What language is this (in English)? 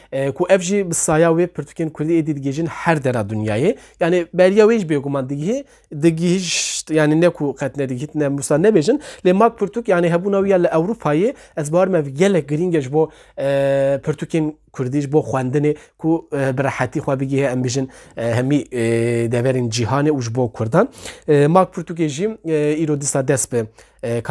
Kurdish